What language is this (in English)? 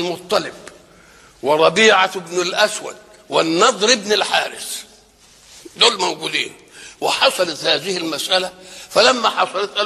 Egyptian Arabic